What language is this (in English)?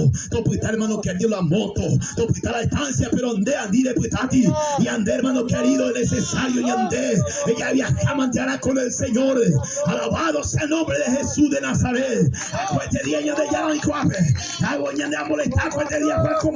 Guarani